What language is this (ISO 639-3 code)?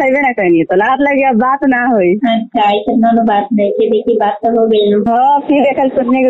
bho